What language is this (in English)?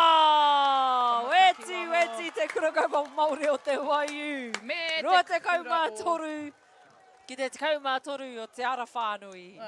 Māori